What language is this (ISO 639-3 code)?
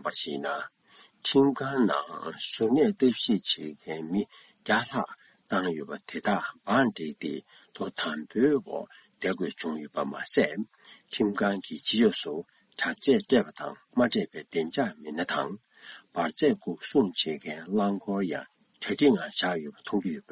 bod